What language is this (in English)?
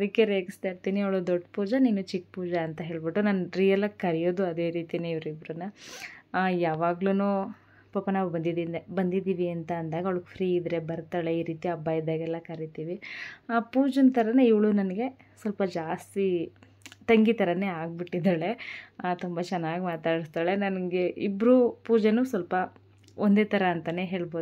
Kannada